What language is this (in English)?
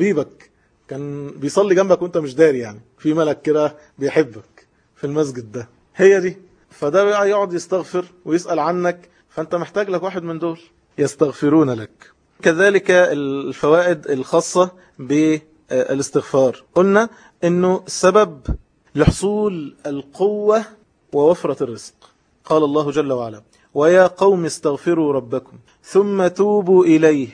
Egyptian Arabic